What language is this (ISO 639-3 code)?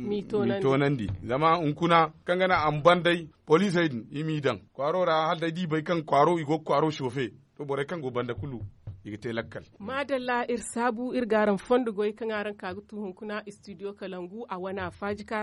dje